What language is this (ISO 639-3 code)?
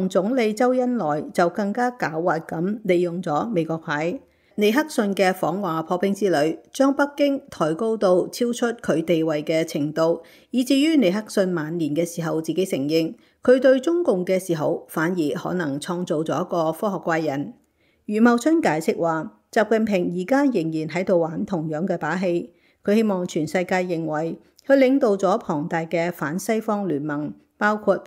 yue